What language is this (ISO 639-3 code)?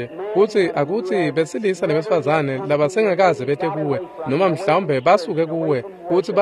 ssw